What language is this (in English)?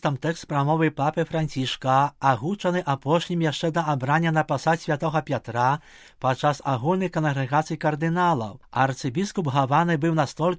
Belarusian